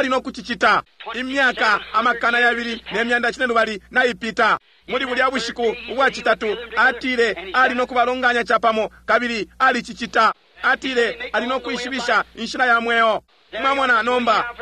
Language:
Bemba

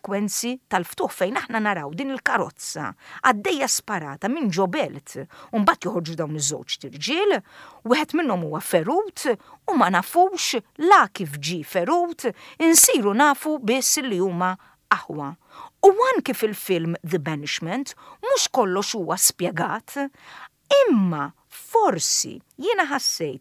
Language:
Maltese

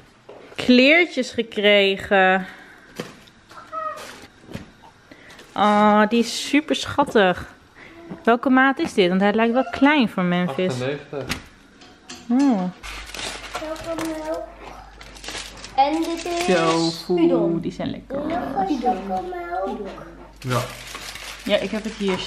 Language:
Dutch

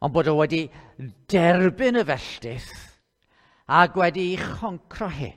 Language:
Welsh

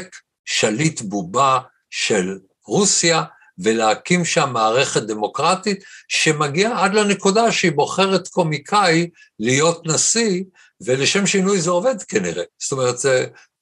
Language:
Hebrew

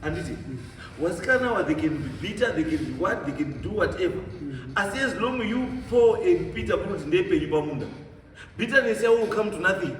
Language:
Shona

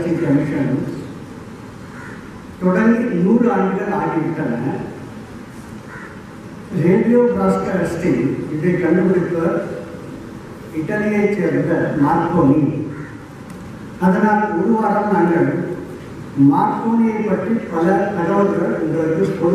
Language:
Tamil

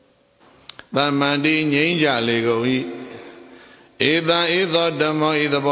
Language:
Burmese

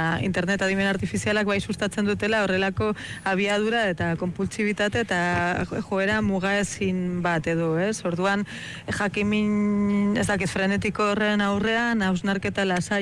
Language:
Basque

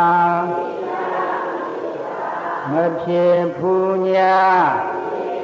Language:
Burmese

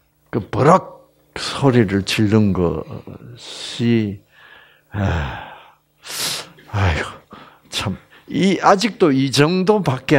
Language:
Korean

